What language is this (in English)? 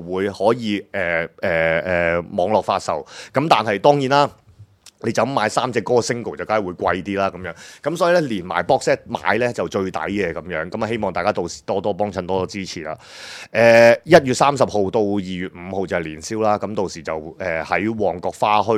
Cantonese